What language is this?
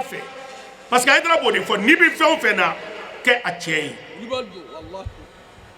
Bambara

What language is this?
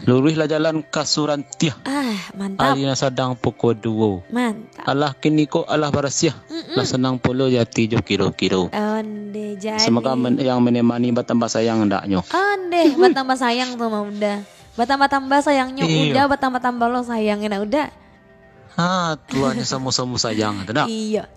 Minangkabau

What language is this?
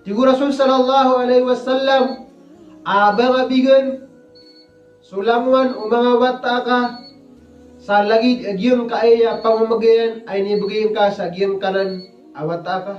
Maranao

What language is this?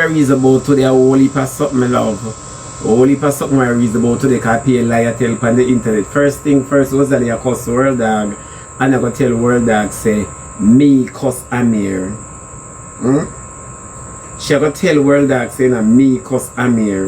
Jamaican Creole English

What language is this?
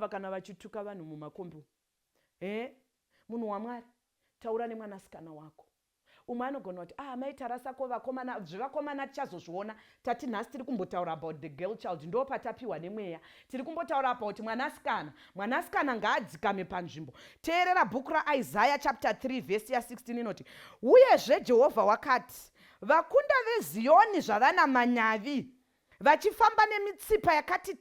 Shona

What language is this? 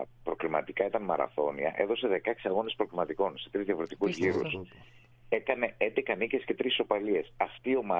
Greek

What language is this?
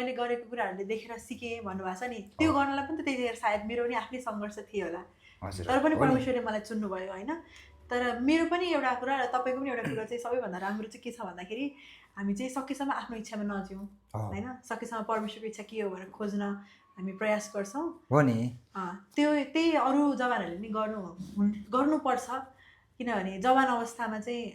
Nepali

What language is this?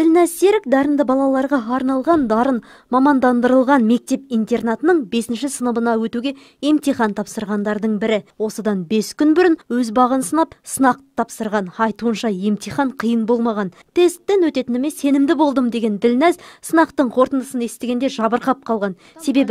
Kazakh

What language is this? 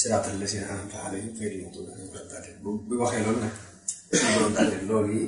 Wolof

